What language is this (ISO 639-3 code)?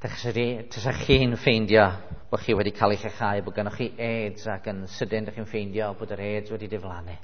cym